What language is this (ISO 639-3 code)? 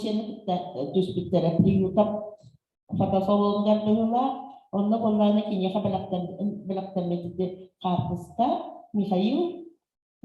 sah